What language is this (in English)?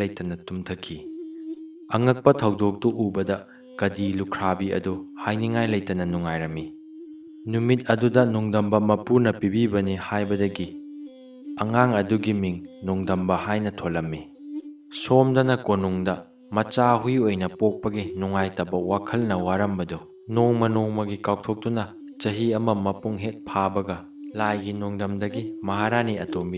Manipuri